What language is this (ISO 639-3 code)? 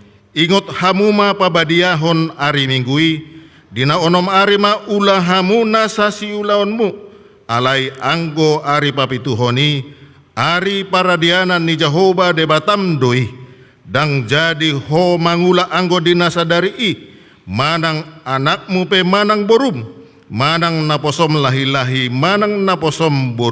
bbc